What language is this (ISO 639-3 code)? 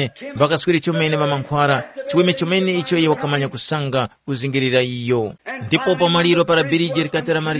tum